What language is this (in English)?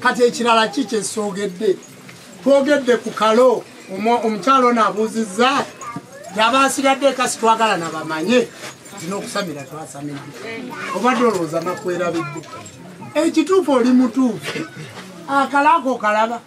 Ganda